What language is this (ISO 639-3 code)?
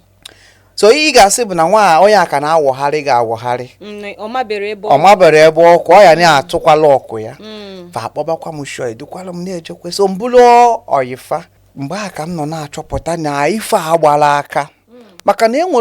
ibo